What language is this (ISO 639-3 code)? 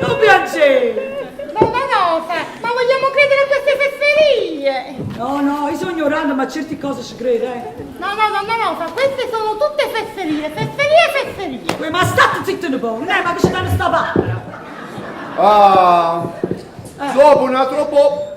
nap